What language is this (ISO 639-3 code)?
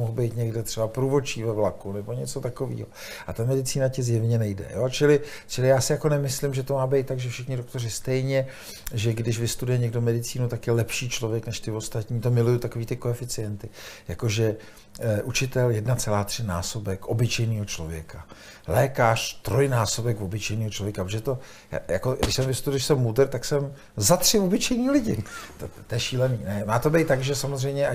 ces